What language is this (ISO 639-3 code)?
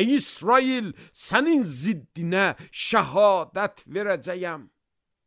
aze